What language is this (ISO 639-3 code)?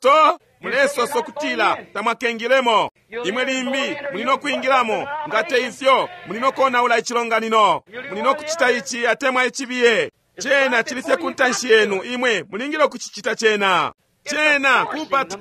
bem